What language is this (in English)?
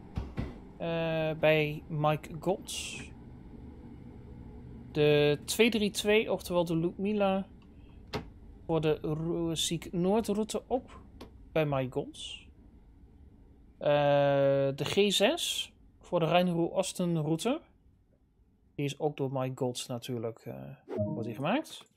Dutch